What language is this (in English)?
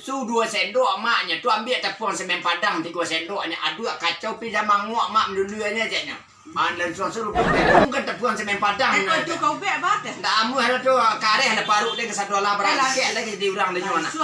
Minangkabau